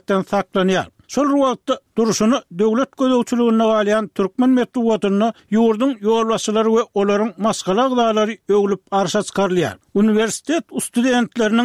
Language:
Turkmen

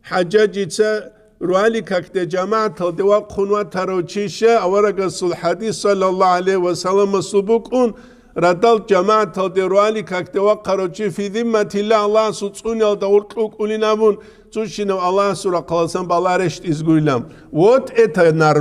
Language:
Avaric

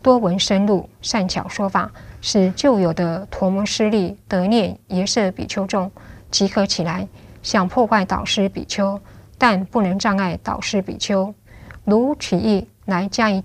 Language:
Chinese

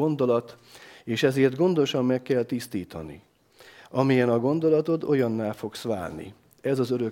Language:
Hungarian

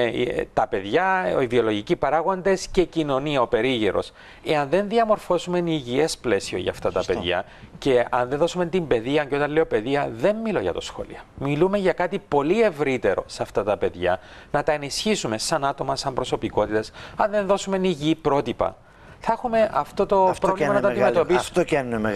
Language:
Greek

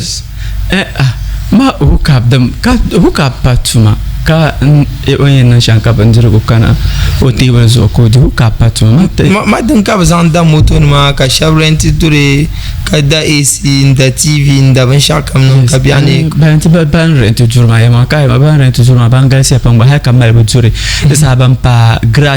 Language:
Dagbani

